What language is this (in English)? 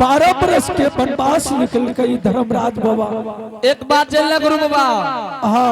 Angika